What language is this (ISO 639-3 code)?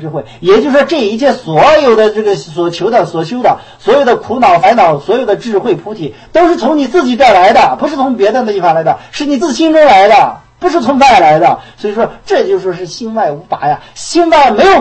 zho